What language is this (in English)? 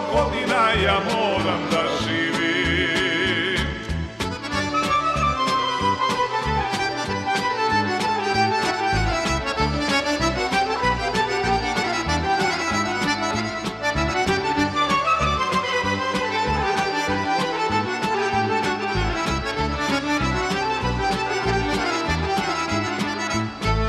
Serbian